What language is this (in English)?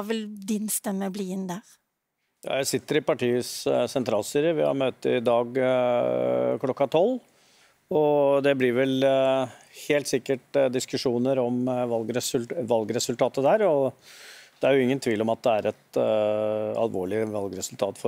Norwegian